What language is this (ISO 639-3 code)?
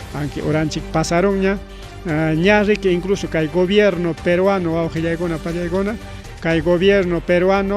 quy